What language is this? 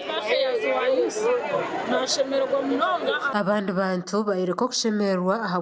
Nyankole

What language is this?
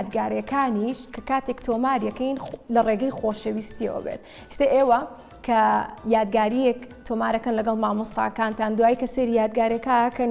Central Kurdish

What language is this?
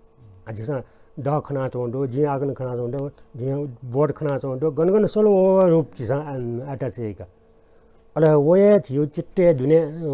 Newari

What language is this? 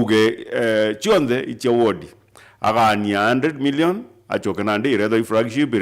Meru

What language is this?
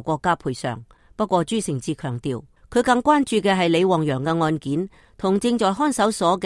Cantonese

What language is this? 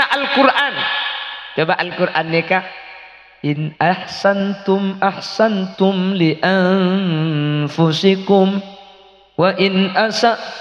Madurese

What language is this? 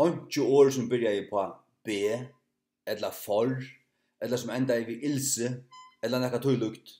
Faroese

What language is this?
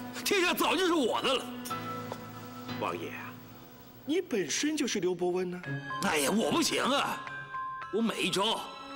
Chinese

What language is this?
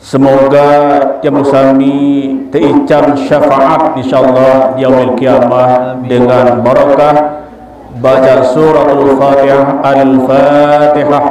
Sasak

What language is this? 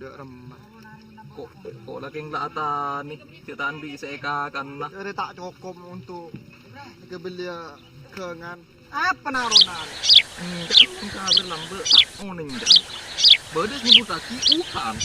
Madurese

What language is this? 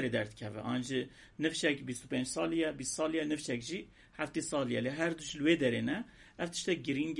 Kurdish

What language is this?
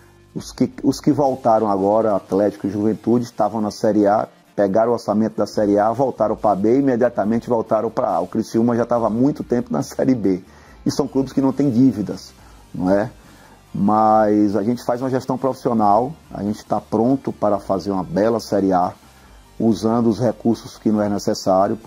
Portuguese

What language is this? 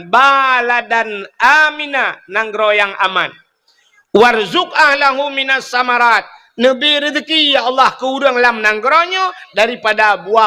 Achinese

